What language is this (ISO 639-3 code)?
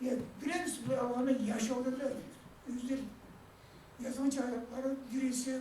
kum